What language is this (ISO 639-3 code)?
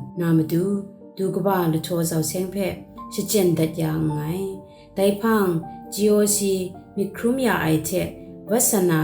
kac